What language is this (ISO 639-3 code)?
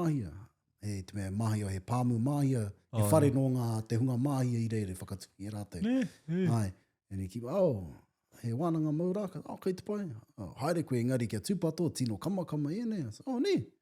mri